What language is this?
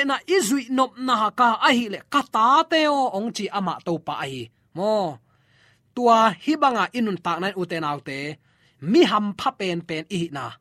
Tedim Chin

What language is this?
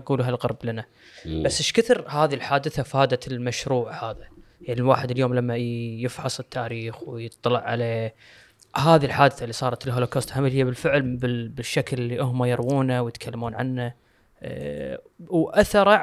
Gulf Arabic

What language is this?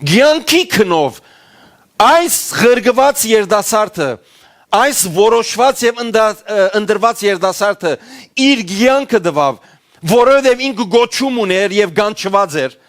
Western Armenian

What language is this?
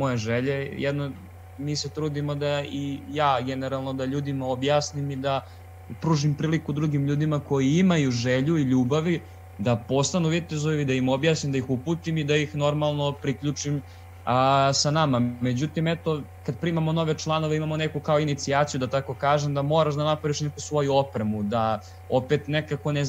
Serbian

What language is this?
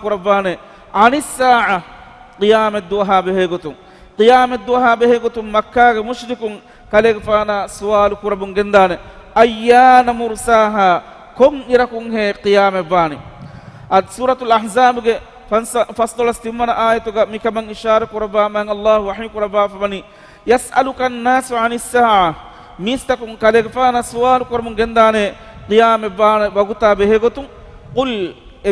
Divehi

